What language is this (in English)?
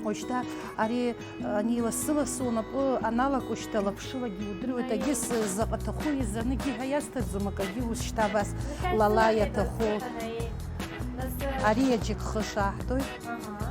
Abkhazian